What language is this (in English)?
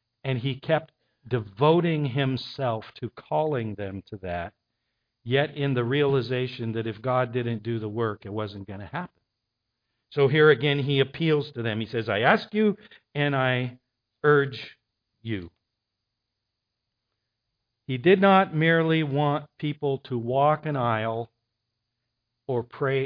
English